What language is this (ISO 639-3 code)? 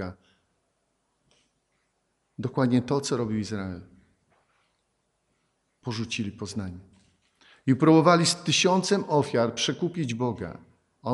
pol